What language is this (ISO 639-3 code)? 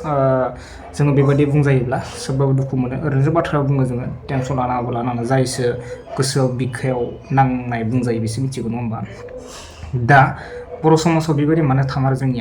brx